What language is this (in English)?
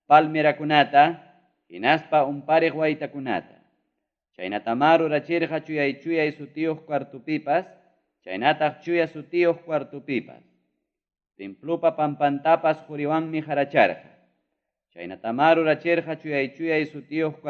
Ayacucho Quechua